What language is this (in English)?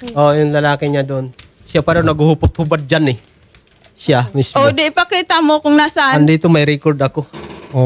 Filipino